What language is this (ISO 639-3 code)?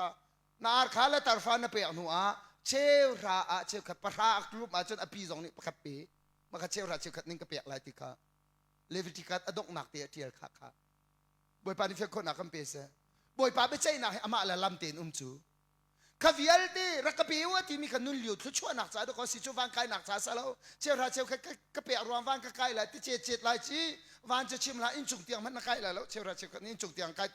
cnh